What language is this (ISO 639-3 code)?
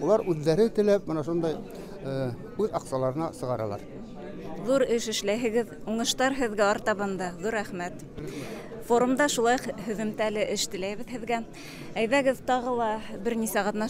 bak